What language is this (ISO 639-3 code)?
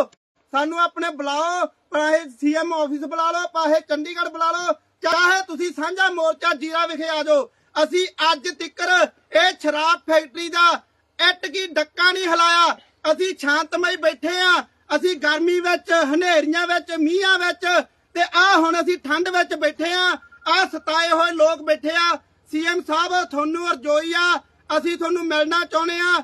pan